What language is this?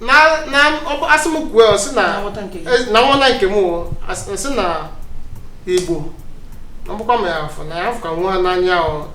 Igbo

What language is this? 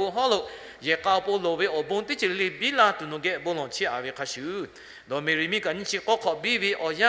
Lahu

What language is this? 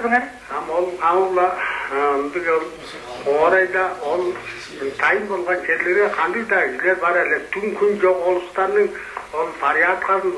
Tuvinian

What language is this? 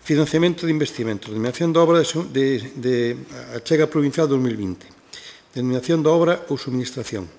Galician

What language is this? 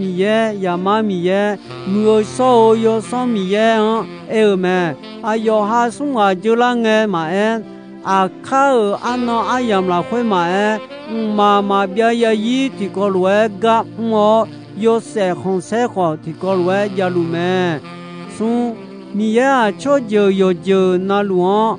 Akha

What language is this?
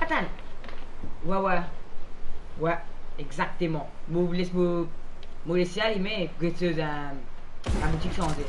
Morisyen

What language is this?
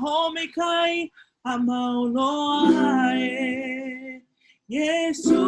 Hawaiian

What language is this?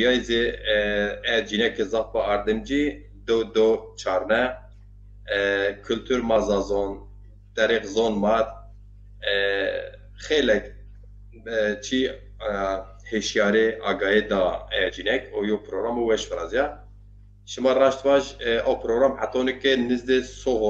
Zaza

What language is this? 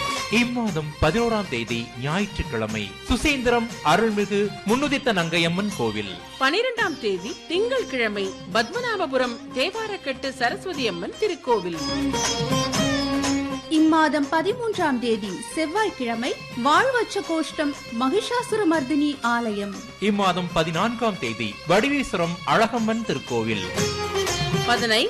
Tamil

